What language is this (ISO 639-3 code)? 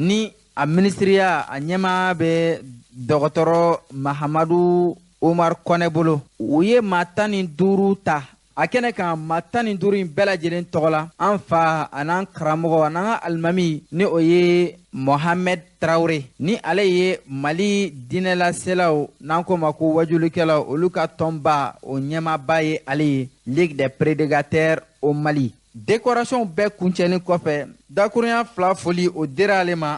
bam